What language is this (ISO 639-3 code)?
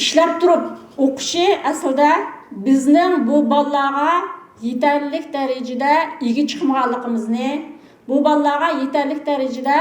uig